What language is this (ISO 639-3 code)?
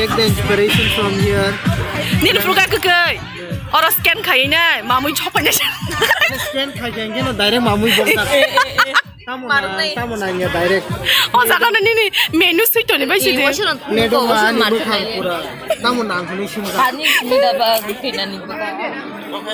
trp